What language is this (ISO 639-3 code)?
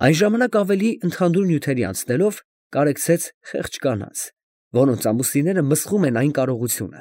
hye